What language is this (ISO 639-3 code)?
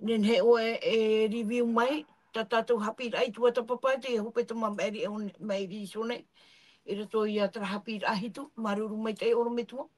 tah